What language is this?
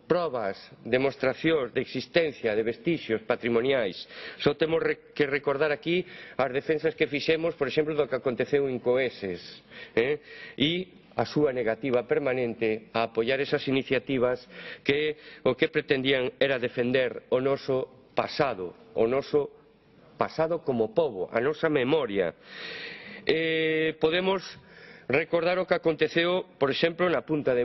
Galician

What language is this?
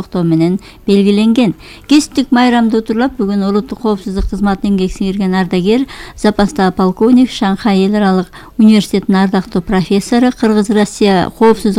Kyrgyz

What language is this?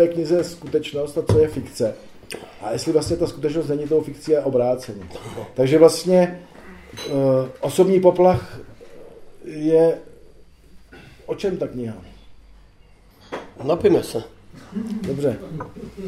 Czech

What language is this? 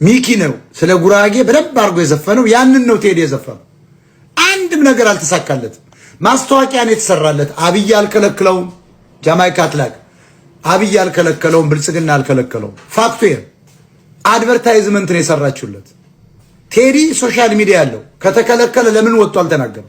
Amharic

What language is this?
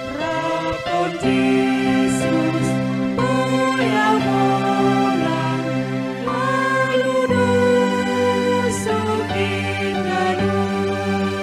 Batak Simalungun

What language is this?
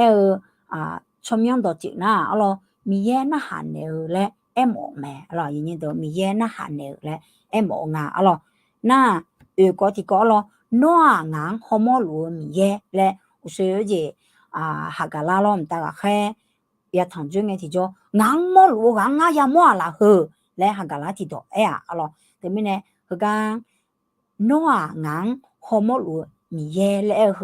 Akha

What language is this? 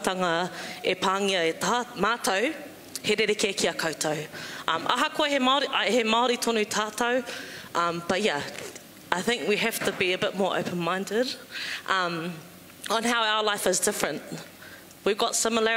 Māori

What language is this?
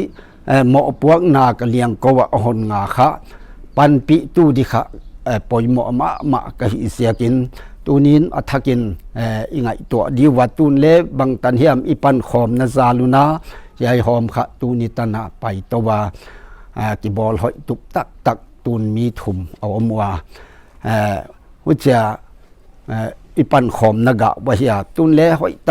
Paite Chin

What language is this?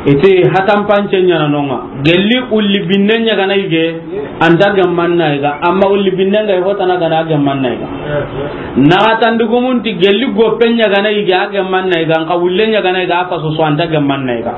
Soninke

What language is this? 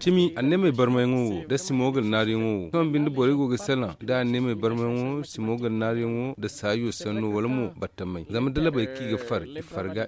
Zarma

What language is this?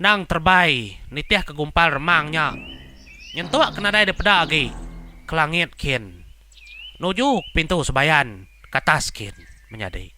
Iban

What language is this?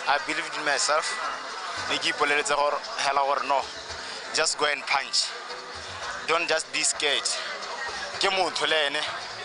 Tswana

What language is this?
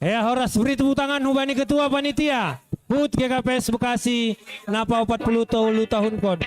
Batak Simalungun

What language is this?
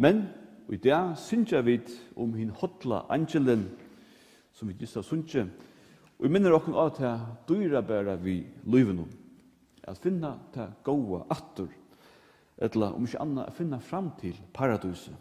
Faroese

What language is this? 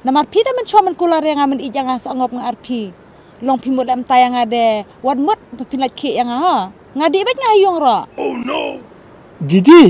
Khasi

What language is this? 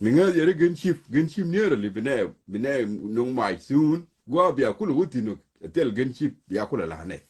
Nuer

